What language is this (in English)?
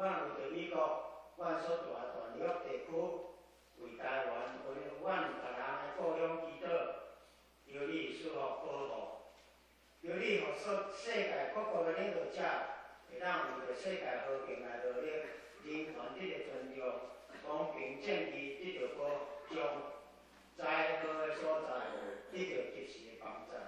Min Nan Chinese